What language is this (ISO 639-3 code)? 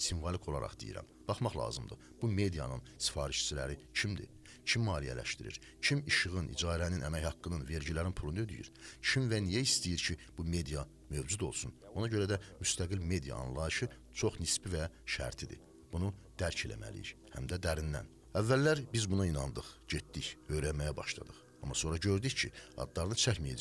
aze